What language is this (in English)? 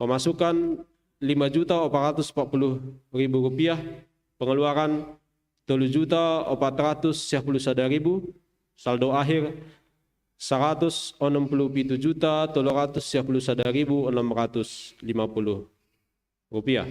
Batak Simalungun